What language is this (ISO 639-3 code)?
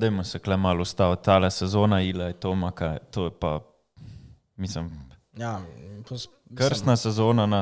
slv